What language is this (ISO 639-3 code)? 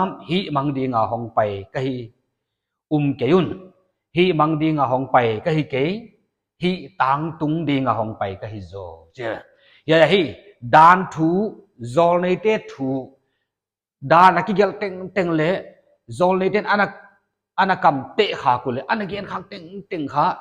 pck